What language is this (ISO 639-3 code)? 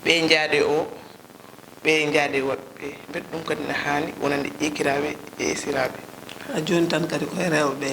ful